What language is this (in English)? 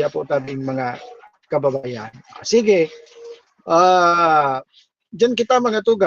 Bikol